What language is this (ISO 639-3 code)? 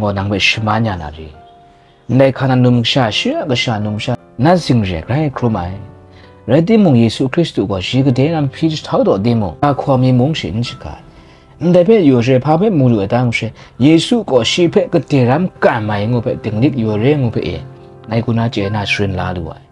kac